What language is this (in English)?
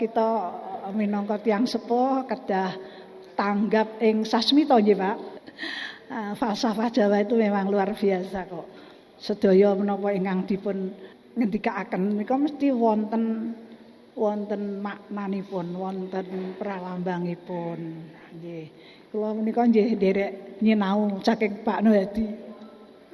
Javanese